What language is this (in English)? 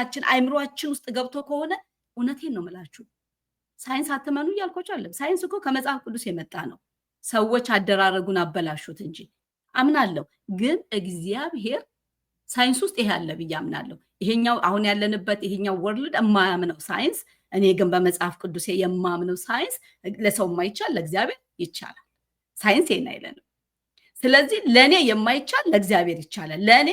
Amharic